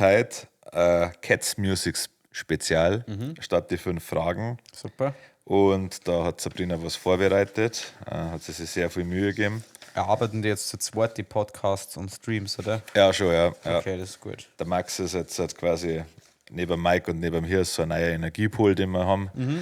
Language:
Bavarian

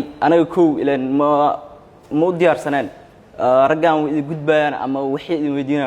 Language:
Somali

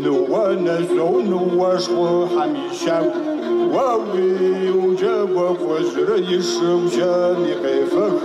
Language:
Kabardian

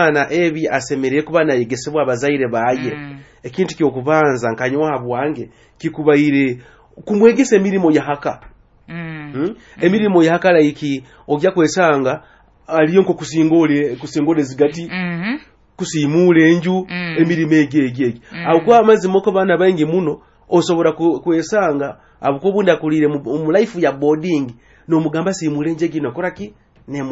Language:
Nyoro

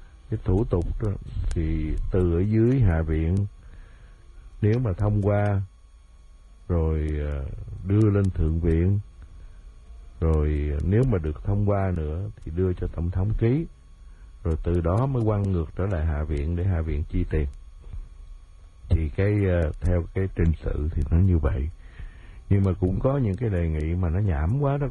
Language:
Vietnamese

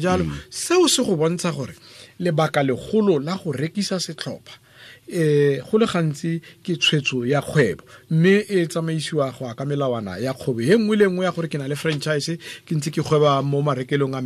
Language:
Tswana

